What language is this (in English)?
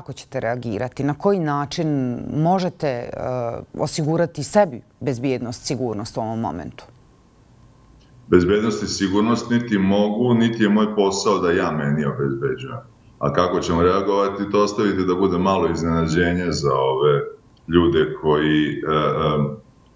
Serbian